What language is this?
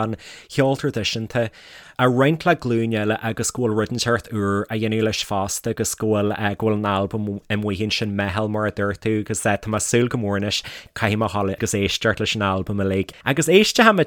Irish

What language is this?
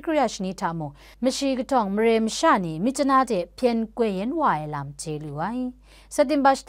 Kachin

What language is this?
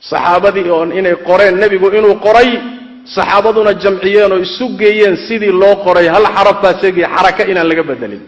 Somali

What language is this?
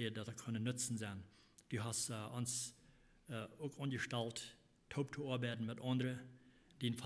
Plautdietsch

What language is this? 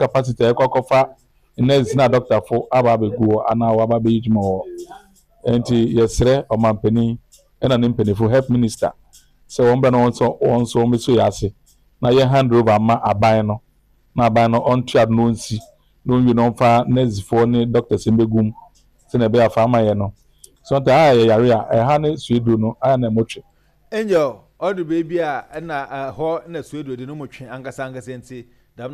Akan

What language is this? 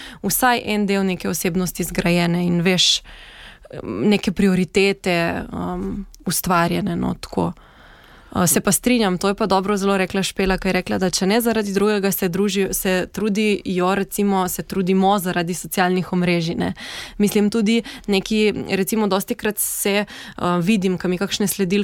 Slovenian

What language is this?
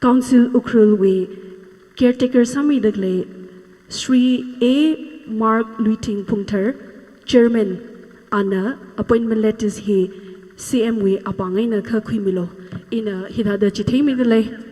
Tangkhul Naga (India)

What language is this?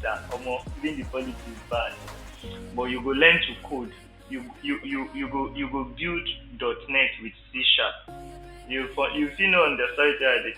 Nigerian Pidgin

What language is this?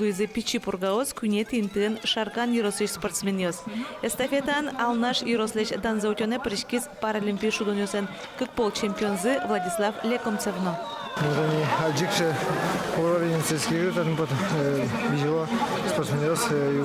Udmurt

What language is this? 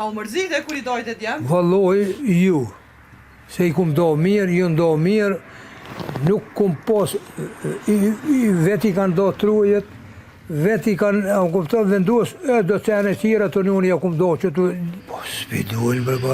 Albanian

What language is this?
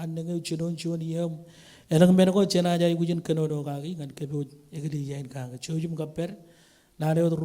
Marshallese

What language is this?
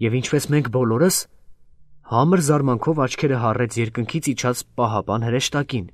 Armenian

